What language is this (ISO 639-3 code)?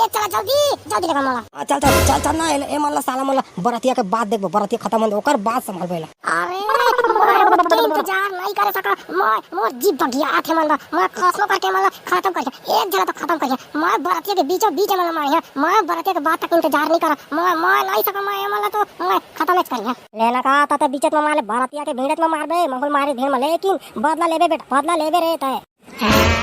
hne